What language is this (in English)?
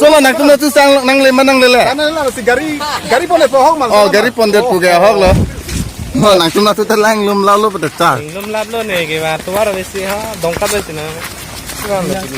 Karbi